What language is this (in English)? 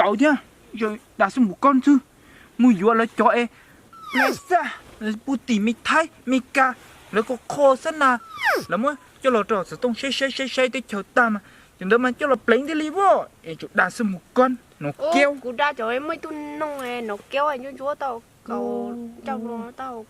Hmong